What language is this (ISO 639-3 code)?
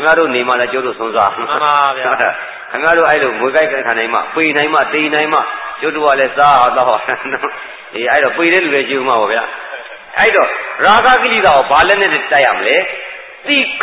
mya